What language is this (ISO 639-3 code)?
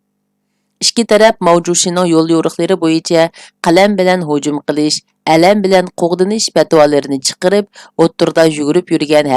uig